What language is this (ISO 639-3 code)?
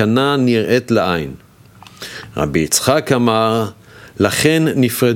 heb